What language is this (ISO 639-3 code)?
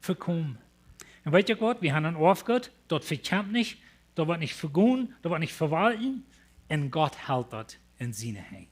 pdt